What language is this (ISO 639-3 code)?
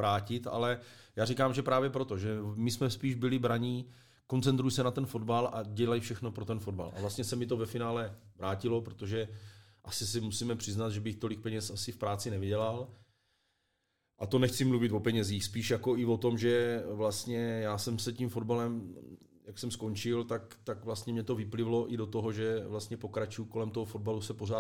ces